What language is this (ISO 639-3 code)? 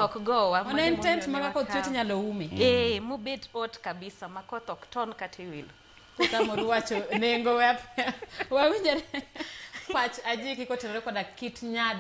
luo